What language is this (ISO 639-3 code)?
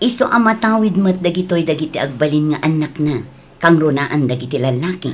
ilo